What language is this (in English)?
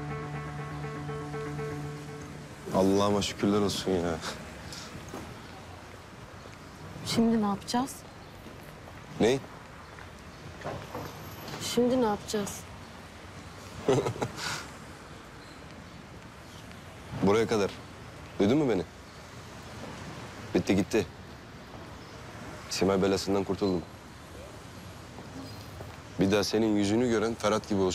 Turkish